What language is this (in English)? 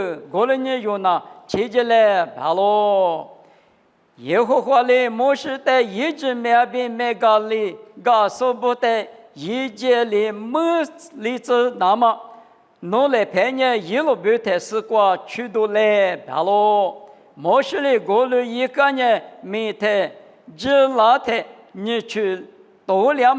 Lisu